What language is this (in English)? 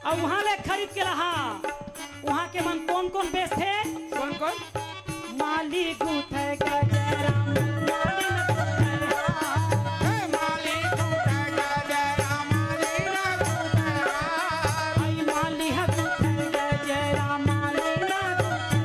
Chhattisgarhi